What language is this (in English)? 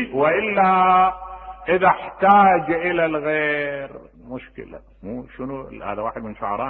Mesopotamian Arabic